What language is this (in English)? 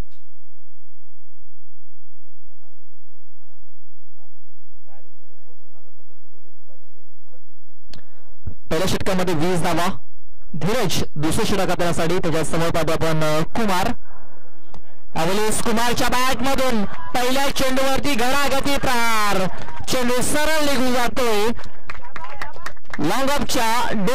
Marathi